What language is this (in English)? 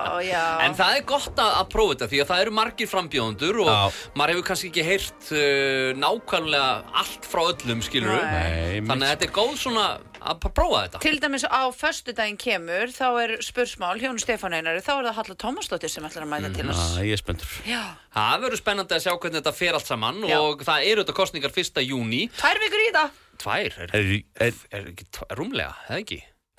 Icelandic